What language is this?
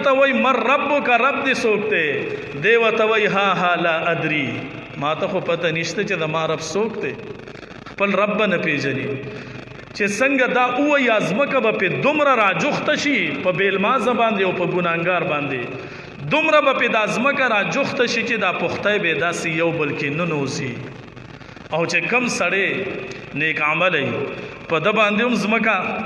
Pashto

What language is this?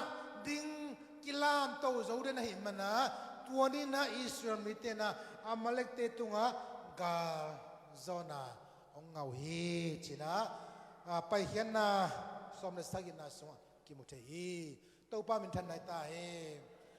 Tedim Chin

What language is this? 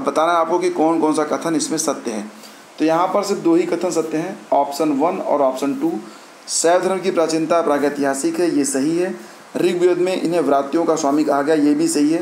Hindi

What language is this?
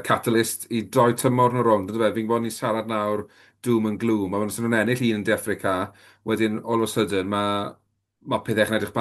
Welsh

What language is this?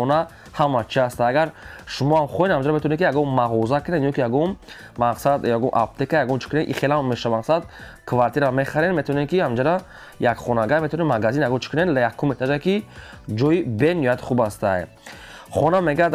Tajik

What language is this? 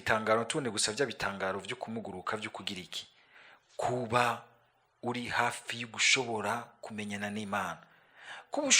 Rundi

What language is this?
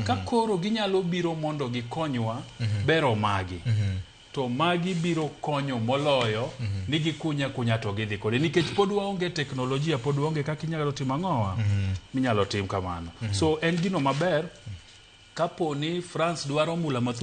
Luo (Kenya and Tanzania)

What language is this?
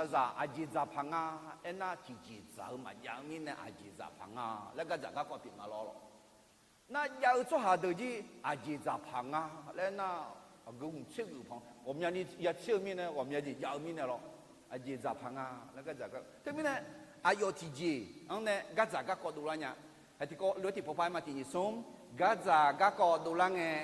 Akha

